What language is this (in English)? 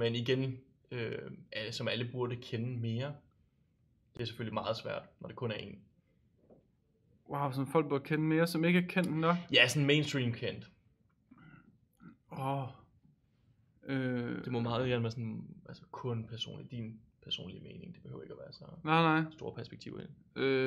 Danish